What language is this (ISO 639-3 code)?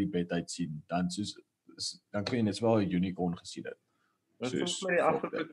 afr